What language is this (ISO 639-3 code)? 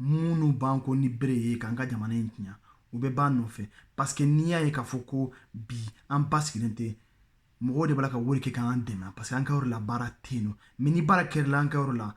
bam